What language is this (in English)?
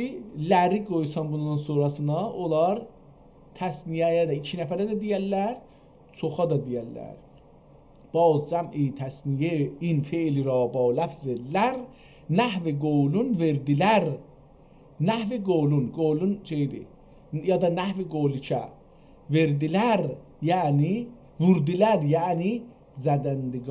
South Azerbaijani